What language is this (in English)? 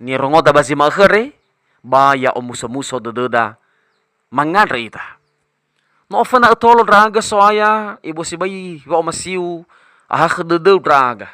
Nias